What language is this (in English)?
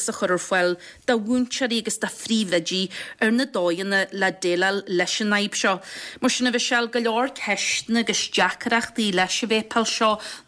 Irish